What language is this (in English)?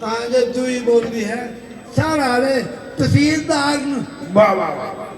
Dogri